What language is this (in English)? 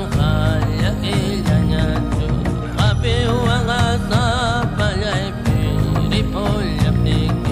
Xavánte